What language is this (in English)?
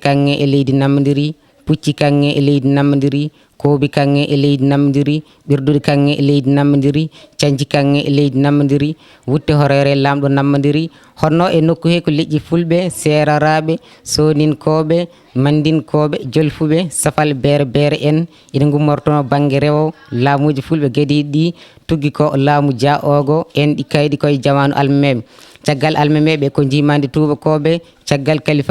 Fula